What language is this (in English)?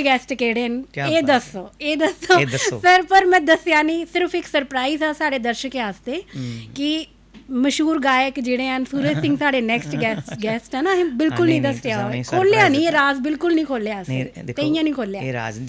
Dogri